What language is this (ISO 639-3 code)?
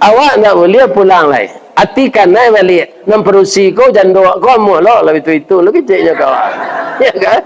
min